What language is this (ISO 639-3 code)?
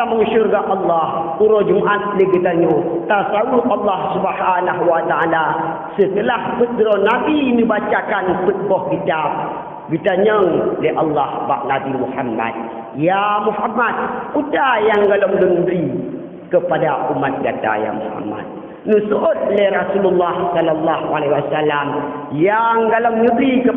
ace